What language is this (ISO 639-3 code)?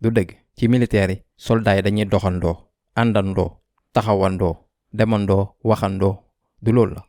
wol